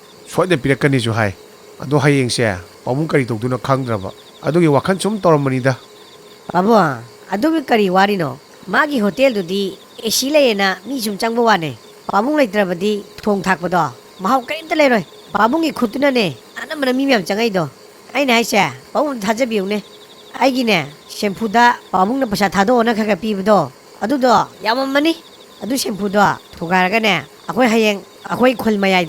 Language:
Manipuri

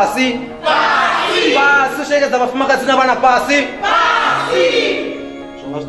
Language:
Venda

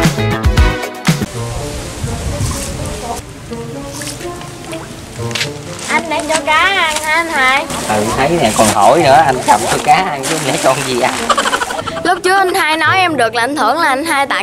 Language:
Vietnamese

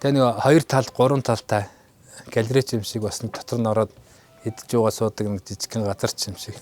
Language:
Mongolian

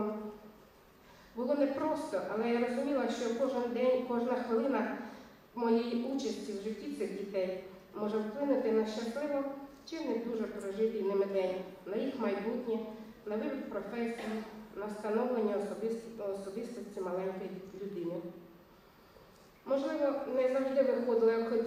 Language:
Ukrainian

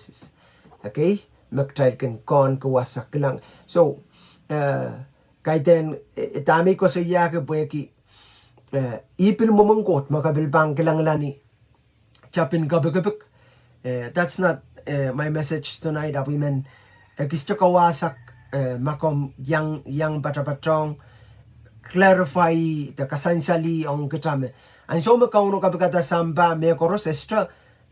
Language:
Pohnpeian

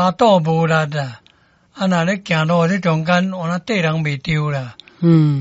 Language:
Min Nan Chinese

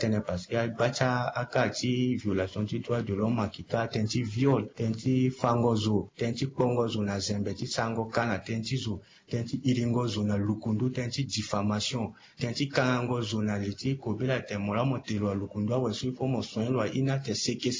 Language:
Sango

